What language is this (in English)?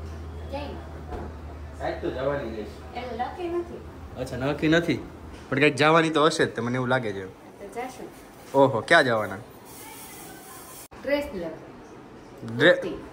Gujarati